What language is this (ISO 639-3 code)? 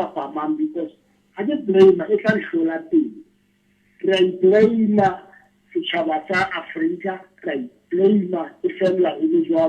sot